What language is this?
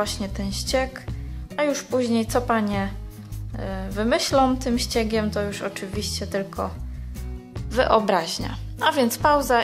Polish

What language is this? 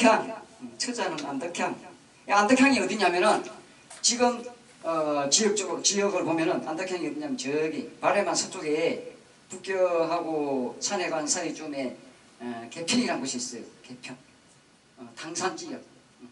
Korean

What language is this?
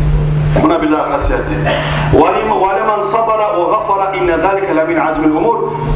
Kumyk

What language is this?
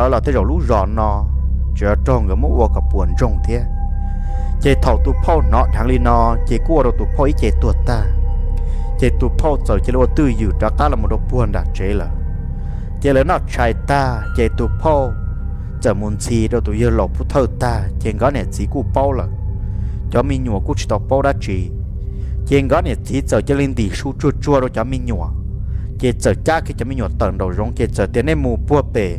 Hmong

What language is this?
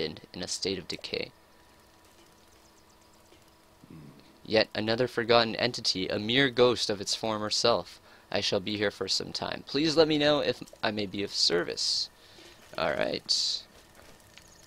English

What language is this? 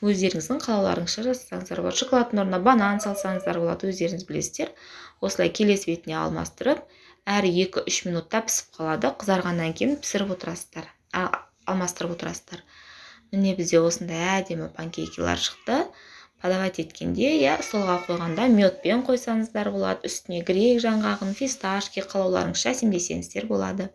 Kazakh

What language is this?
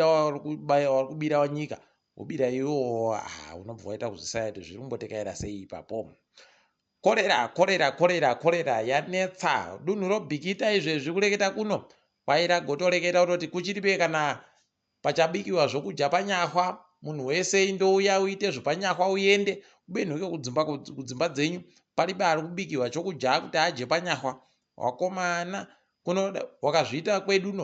Ndau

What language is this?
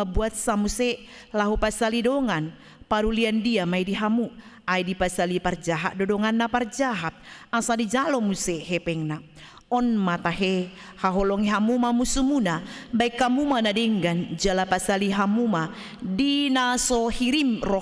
Batak Toba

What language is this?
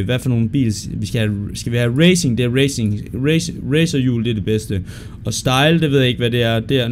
Danish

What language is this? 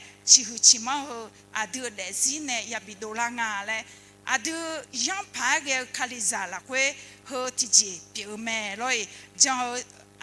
Akha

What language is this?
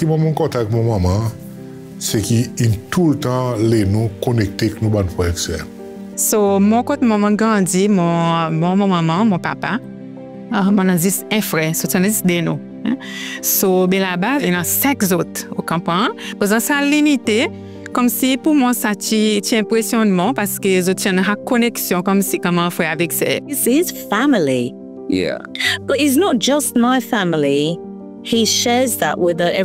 Seselwa Creole French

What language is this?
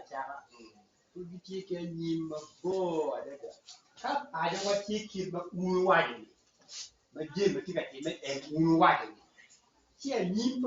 Acoli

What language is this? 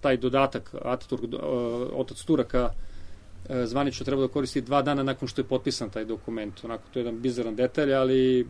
Serbian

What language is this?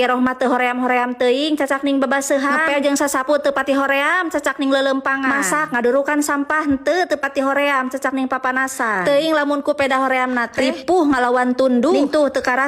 Sundanese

